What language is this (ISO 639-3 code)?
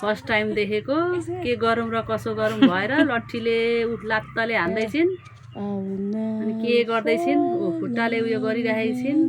nep